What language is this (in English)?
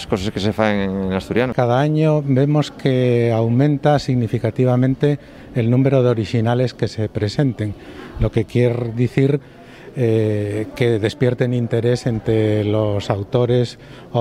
Asturian